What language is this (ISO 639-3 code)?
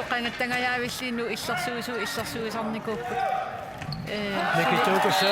kal